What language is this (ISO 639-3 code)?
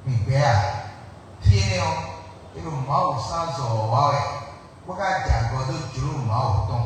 fon